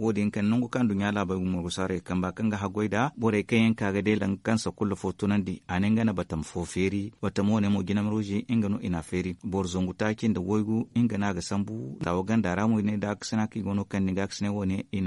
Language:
Zarma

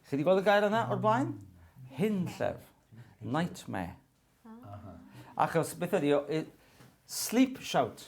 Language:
Welsh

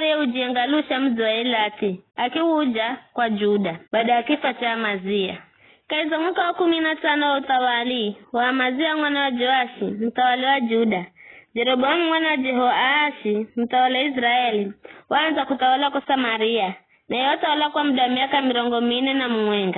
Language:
Giryama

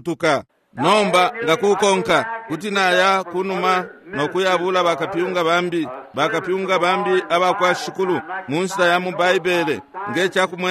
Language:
Bemba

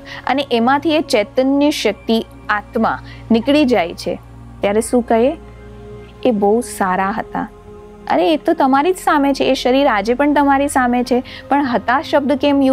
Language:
Gujarati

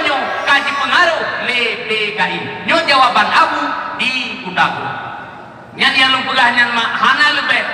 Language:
Achinese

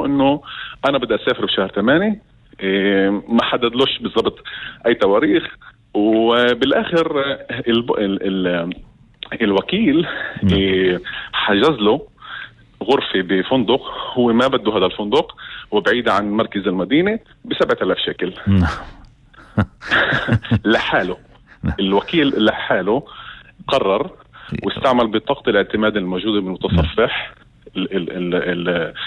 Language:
North Levantine Arabic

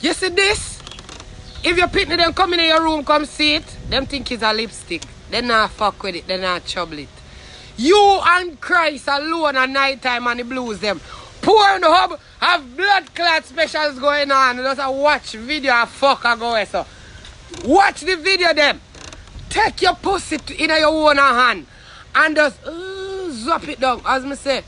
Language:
Jamaican Creole English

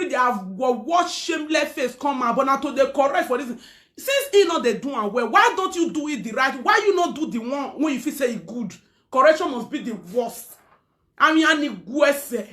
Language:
Nigerian Pidgin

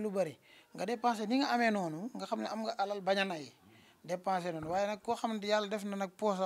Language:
Wolof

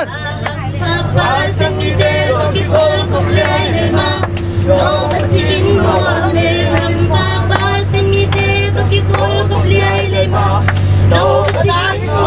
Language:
Tedim Chin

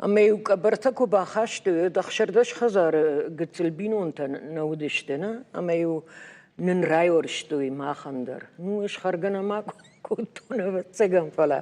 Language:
Ossetic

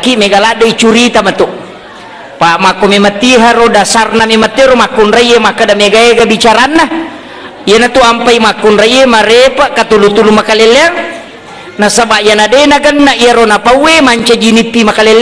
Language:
Buginese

